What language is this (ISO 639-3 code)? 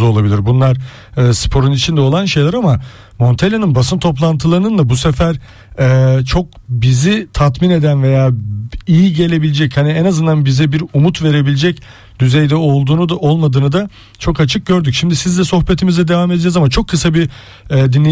tur